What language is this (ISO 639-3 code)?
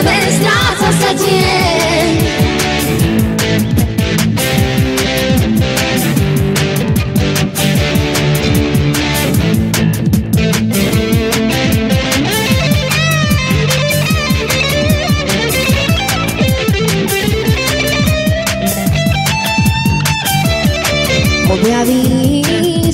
slk